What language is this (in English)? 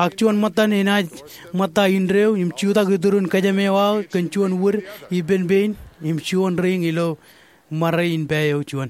Marshallese